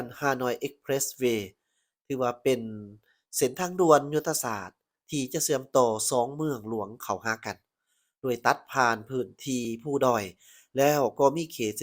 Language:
Lao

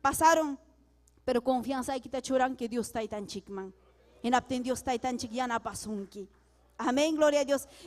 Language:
Ayacucho Quechua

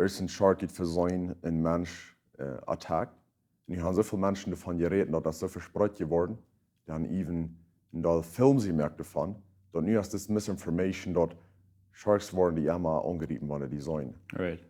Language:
Plautdietsch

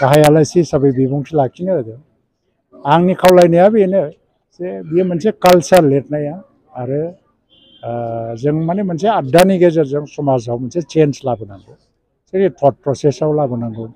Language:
Bodo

